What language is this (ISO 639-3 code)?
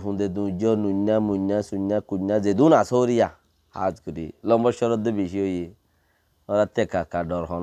rhg